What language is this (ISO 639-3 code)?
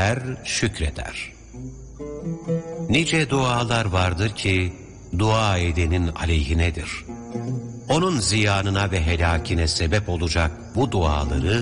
tur